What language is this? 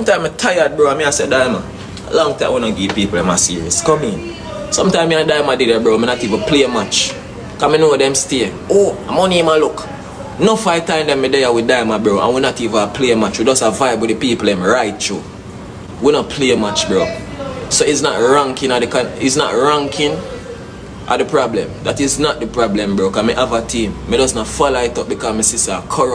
Jamaican Creole English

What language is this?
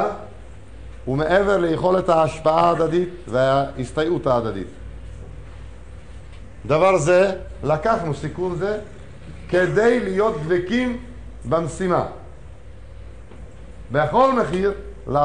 Hebrew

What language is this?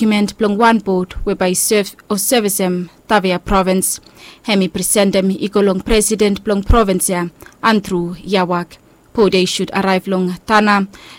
Bislama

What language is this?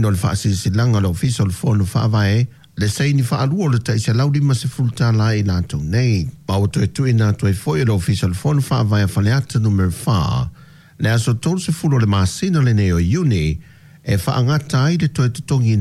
Samoan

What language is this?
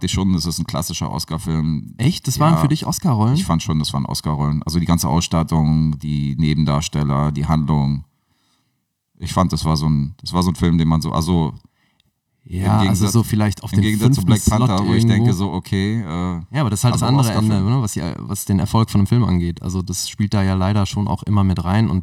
German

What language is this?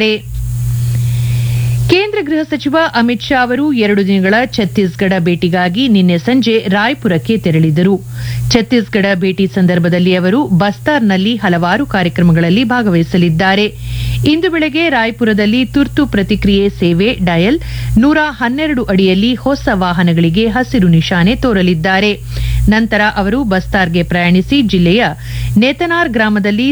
Kannada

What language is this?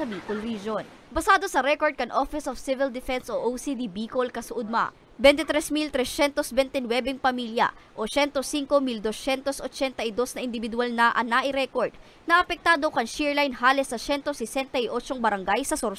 Bikol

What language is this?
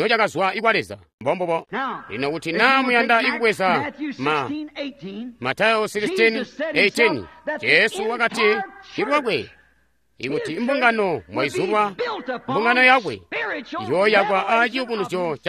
Tonga (Zambia)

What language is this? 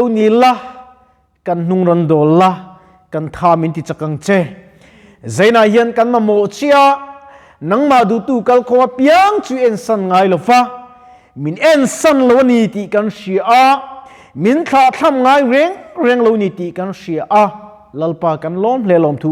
Mizo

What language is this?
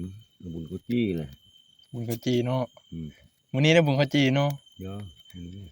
Northeastern Thai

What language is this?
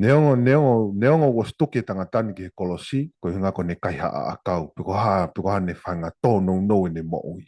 Tongan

